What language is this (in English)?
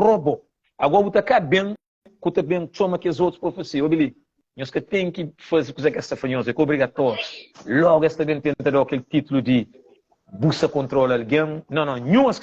Kabuverdianu